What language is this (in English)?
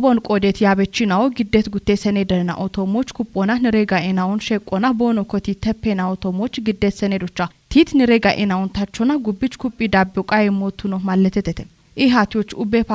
Kafa